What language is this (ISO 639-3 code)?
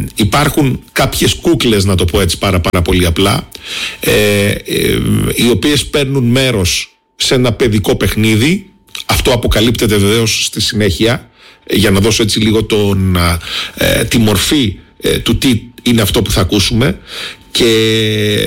ell